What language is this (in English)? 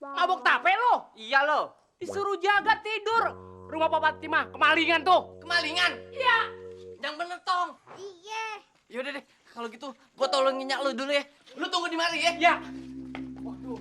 Betawi